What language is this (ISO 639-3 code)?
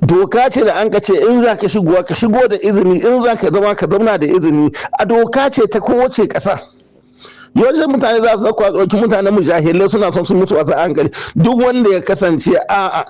hau